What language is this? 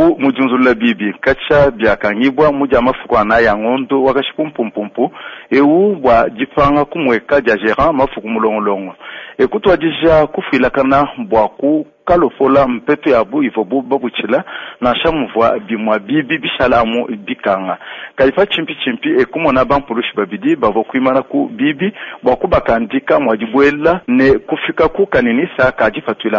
Luba-Lulua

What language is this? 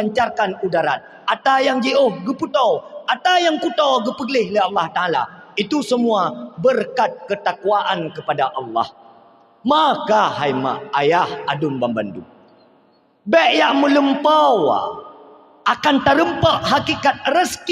Achinese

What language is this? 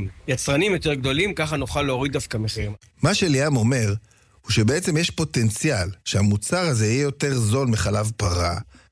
Hebrew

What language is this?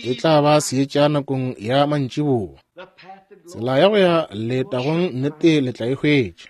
Northern Sotho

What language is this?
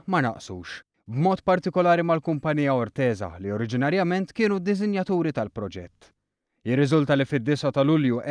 Maltese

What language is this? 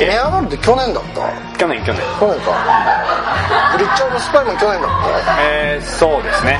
Japanese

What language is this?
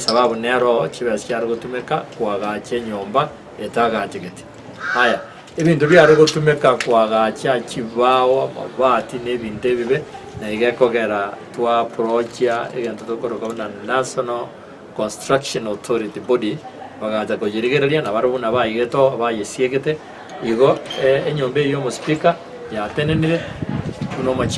Gusii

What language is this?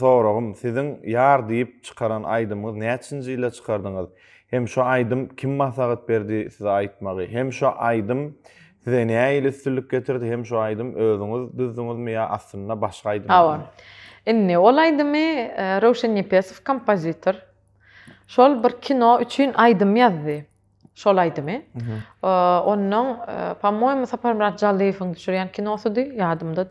Turkmen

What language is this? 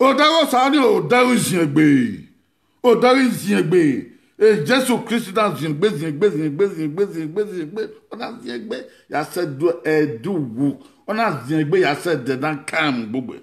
Bini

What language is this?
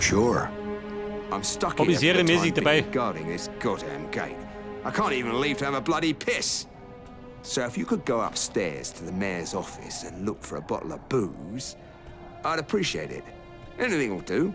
Bavarian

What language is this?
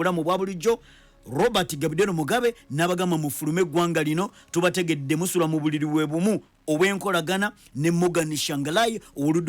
Ganda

